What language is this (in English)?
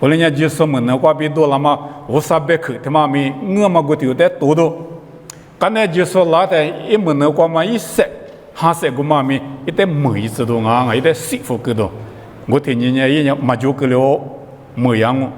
Lisu